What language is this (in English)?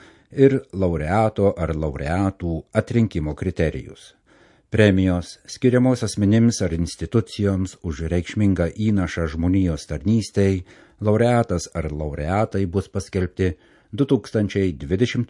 Lithuanian